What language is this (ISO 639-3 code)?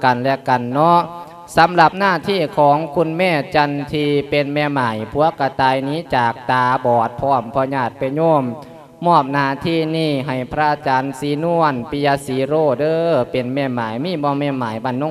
lao